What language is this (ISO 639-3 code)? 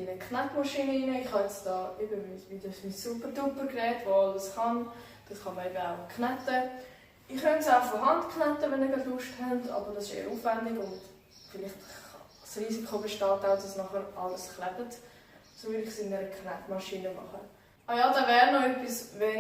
gsw